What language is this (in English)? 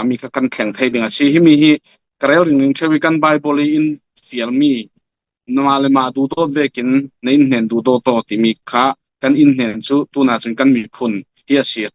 Falam Chin